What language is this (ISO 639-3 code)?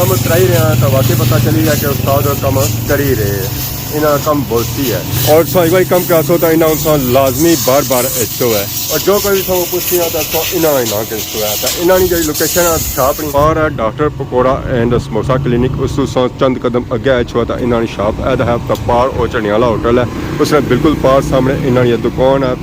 phr